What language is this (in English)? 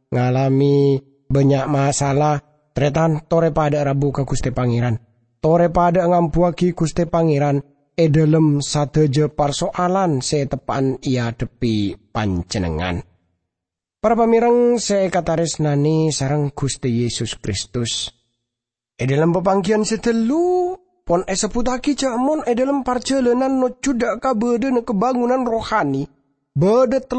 Madurese